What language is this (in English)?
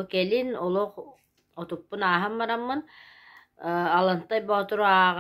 Yakut